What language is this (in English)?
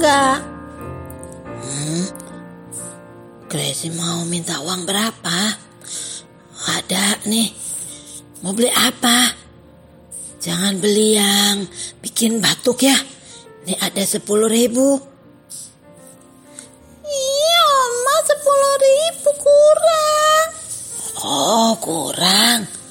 Indonesian